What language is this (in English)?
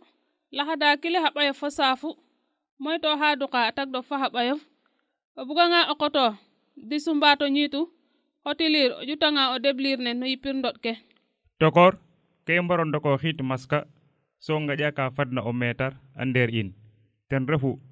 Serer